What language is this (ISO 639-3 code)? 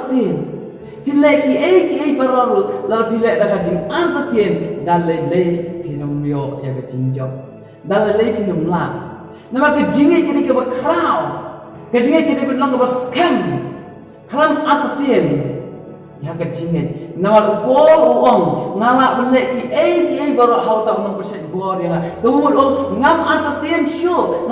kha